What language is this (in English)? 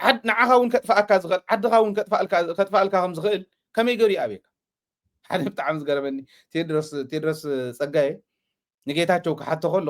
Tigrinya